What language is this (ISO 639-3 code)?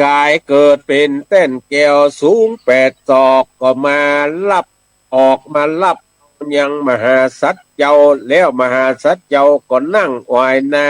nod